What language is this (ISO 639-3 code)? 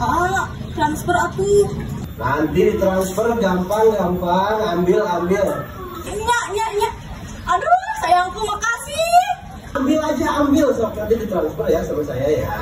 sun